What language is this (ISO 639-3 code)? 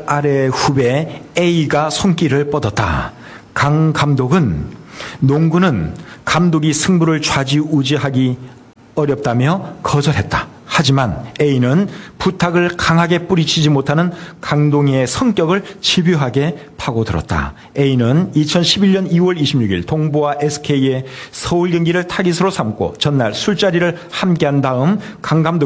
kor